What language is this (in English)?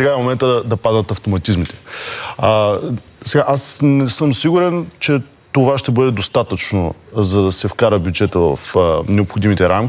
Bulgarian